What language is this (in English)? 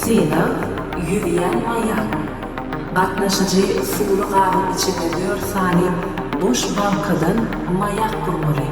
Turkmen